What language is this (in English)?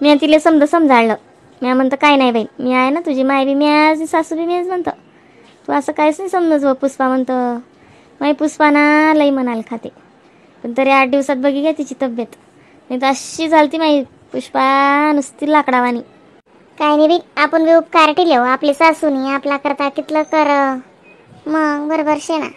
Khandesi